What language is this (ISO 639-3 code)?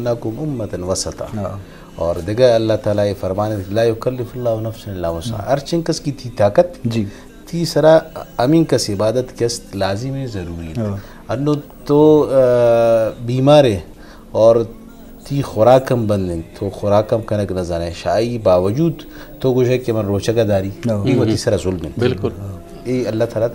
bgp